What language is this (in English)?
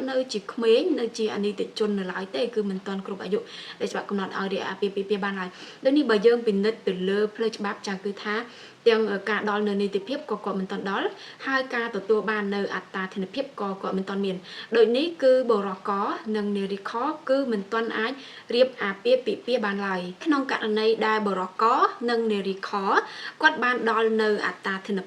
Khmer